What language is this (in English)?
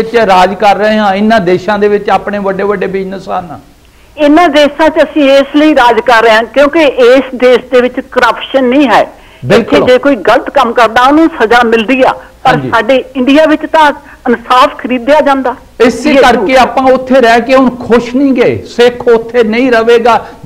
Punjabi